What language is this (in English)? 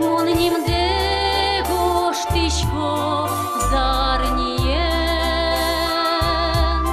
Udmurt